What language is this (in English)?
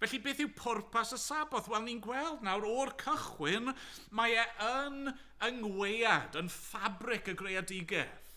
Welsh